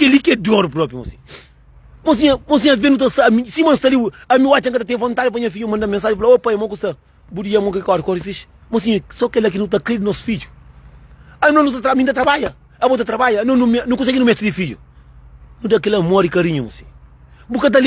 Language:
Kabuverdianu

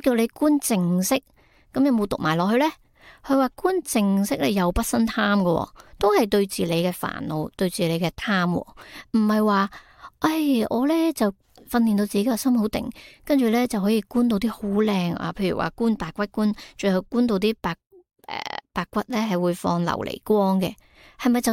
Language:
Cantonese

